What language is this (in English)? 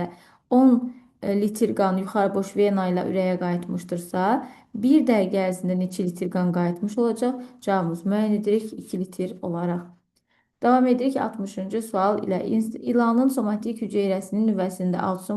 Azerbaijani